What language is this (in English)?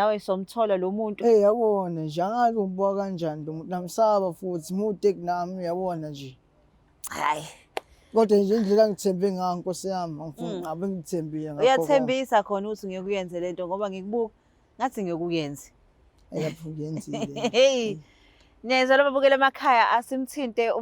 Zulu